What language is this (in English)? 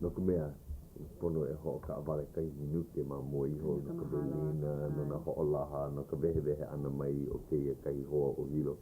Hawaiian